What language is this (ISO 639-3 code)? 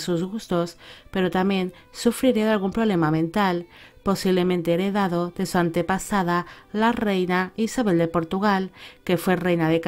spa